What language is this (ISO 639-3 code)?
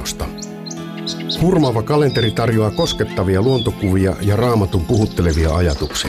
fin